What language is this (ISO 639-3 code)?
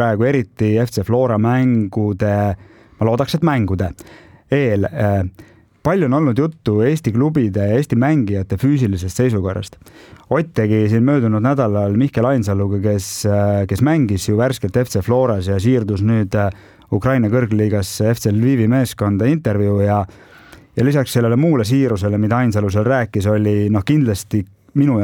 est